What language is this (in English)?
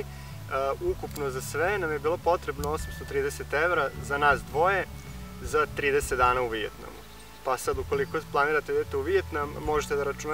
Serbian